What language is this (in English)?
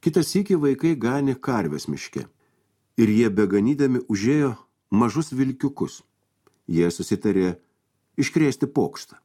Lithuanian